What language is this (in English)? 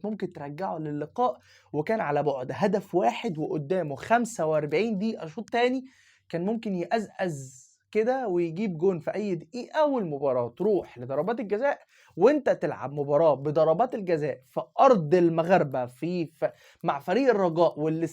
Egyptian Arabic